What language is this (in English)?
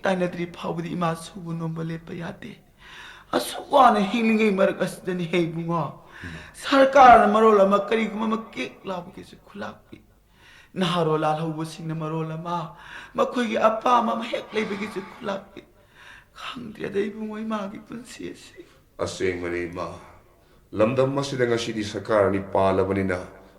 Manipuri